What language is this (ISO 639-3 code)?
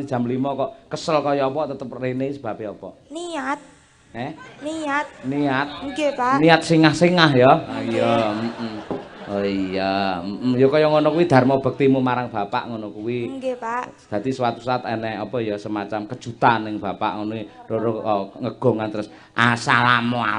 jav